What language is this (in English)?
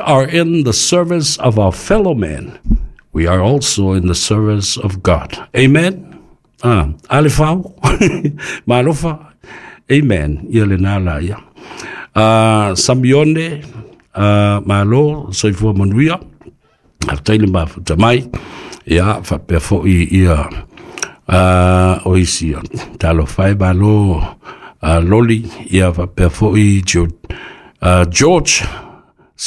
Samoan